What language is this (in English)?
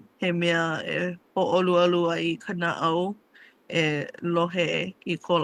Hawaiian